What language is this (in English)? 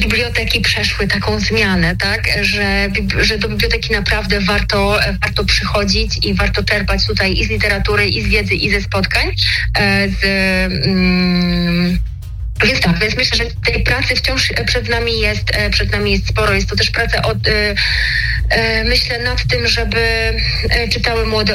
Polish